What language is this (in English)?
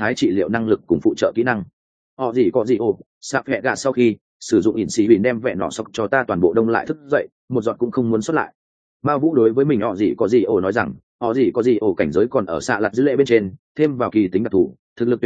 Vietnamese